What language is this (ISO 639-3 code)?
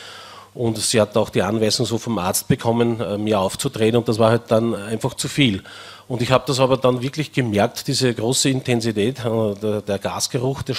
deu